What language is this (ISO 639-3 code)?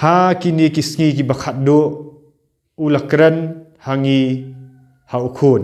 kha